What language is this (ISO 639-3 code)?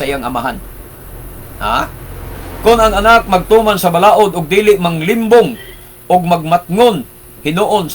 ceb